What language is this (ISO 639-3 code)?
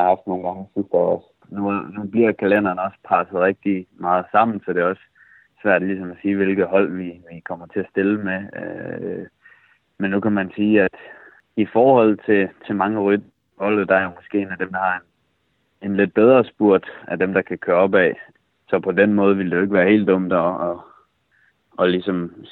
dan